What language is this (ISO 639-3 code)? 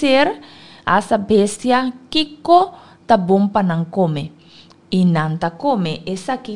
pap